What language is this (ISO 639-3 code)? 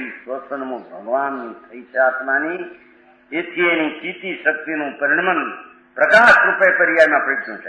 guj